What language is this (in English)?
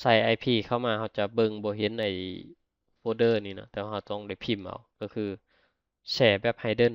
Lao